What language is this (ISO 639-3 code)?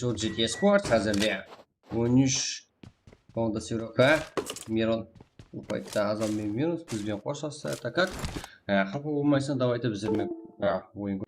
kaa